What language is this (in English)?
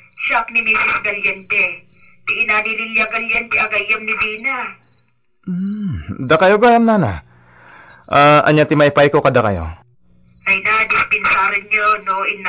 Iloko